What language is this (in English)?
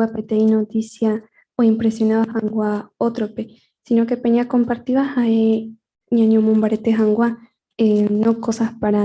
Guarani